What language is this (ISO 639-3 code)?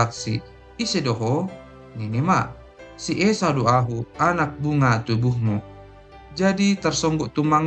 bts